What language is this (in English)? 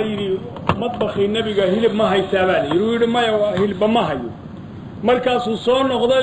Somali